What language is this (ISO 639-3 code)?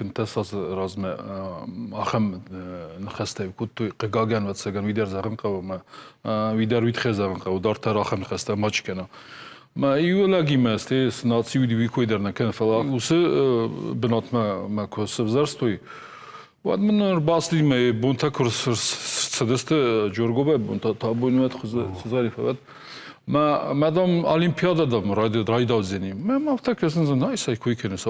oss